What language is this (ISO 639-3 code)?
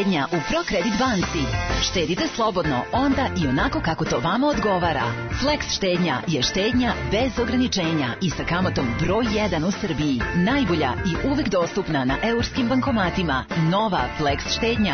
srp